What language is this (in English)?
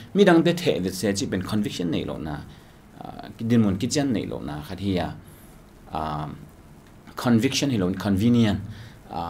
Tedim Chin